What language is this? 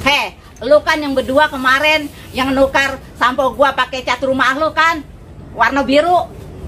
Betawi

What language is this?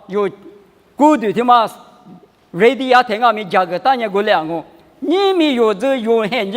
Lisu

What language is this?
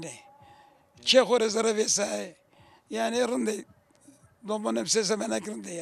Zaza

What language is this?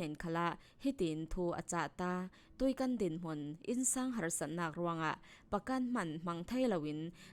Falam Chin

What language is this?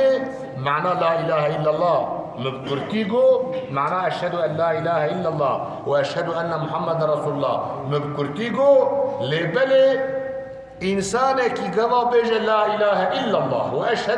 Kurdish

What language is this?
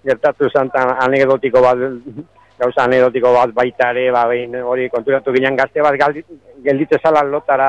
Basque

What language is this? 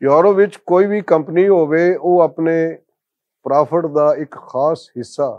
Western Panjabi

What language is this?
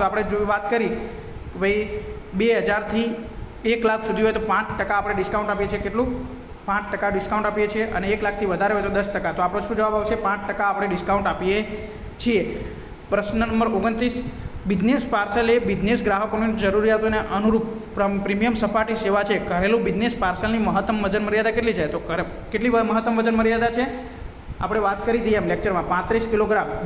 Gujarati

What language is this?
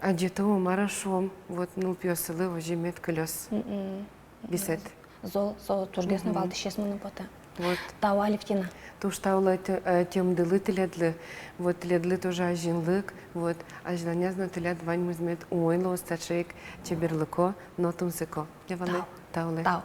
Udmurt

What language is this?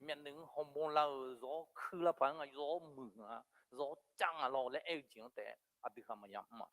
Akha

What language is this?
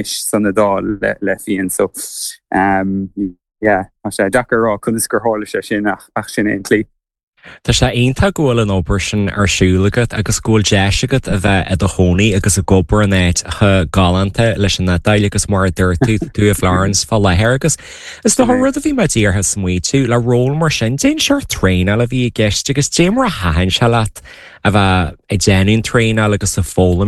Irish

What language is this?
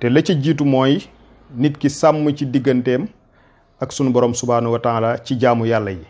Wolof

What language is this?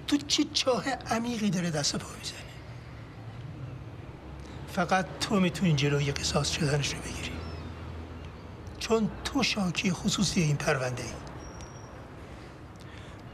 Persian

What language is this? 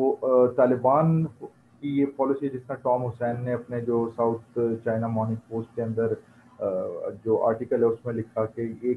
Urdu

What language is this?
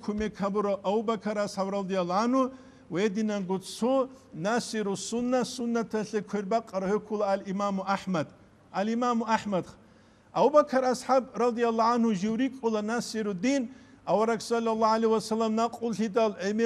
Avaric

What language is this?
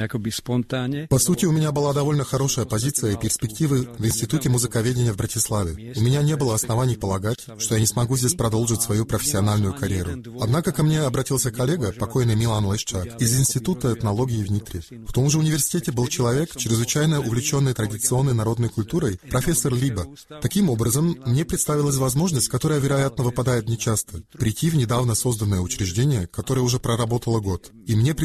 Russian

